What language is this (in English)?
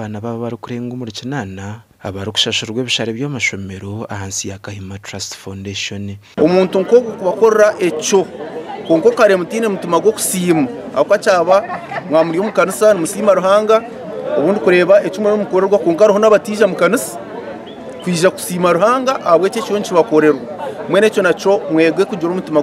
Nyankole